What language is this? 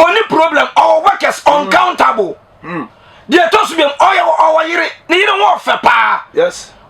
Akan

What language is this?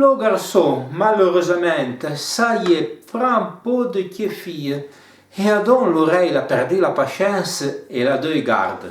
Arpitan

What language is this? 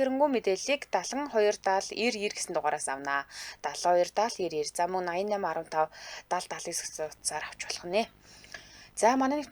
Mongolian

